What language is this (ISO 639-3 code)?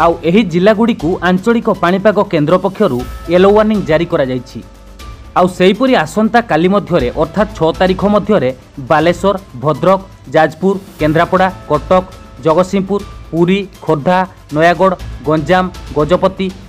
ori